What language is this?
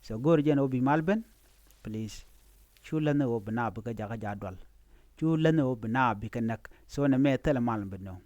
Nuer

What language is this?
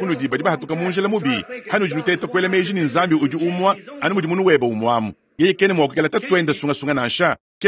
Luba-Lulua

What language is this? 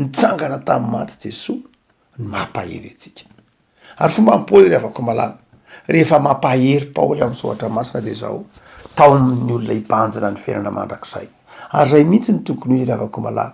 Malagasy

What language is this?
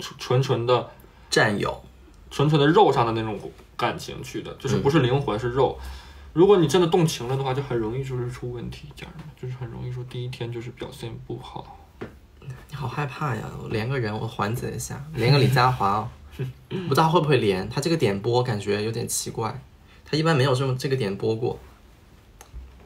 Chinese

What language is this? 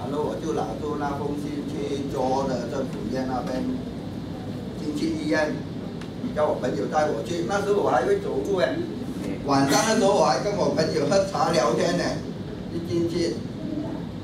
Chinese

